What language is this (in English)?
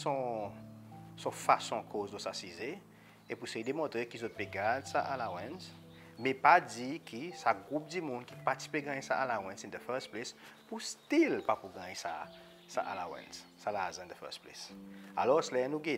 Seselwa Creole French